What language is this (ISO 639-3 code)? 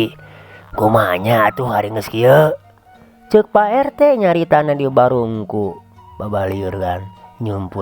sun